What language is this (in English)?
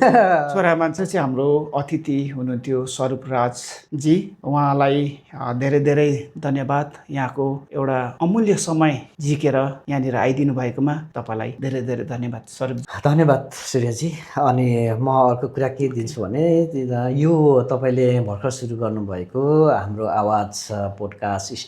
Nepali